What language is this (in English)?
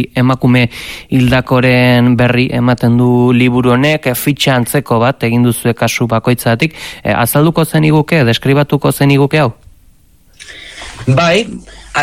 Basque